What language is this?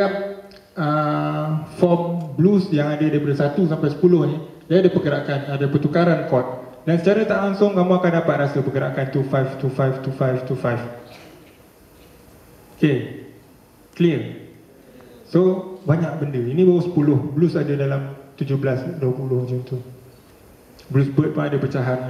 Malay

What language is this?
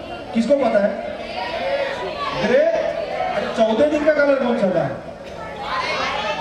Hindi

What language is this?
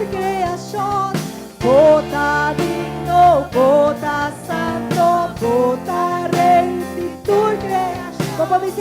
Papiamento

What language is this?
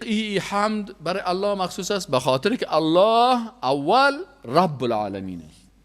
Persian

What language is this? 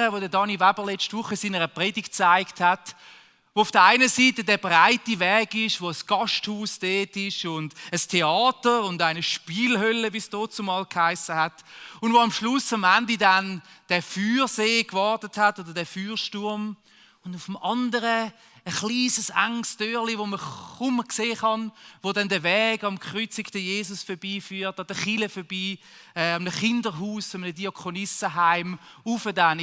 Swiss German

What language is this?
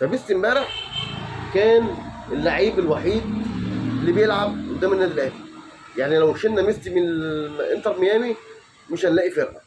Egyptian Arabic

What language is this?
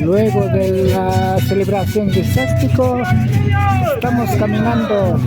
Imbabura Highland Quichua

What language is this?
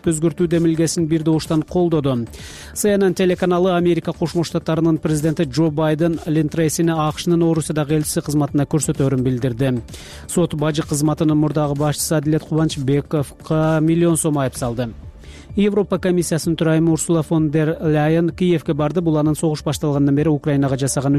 Kyrgyz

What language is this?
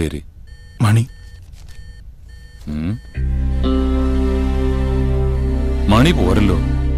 Malayalam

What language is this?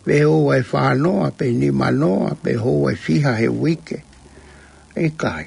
Tongan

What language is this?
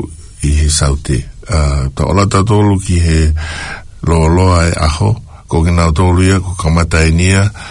Tongan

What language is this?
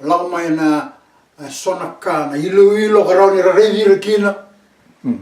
Fijian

